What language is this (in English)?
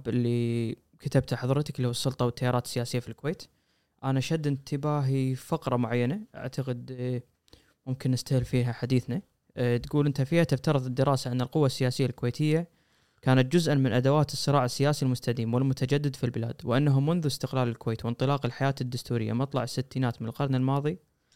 Gulf Arabic